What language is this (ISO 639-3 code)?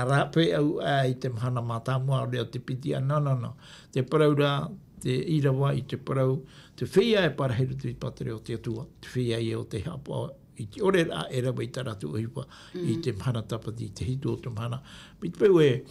tah